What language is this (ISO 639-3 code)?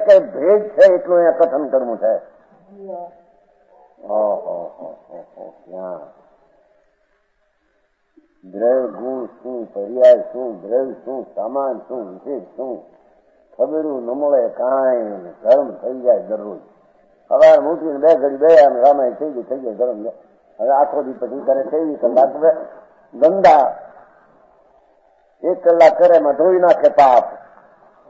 guj